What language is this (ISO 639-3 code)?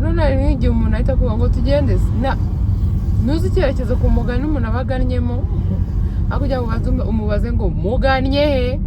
kin